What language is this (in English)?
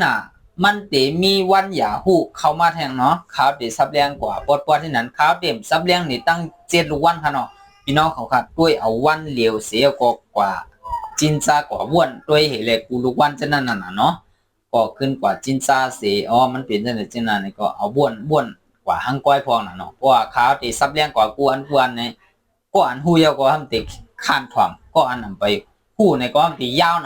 Shan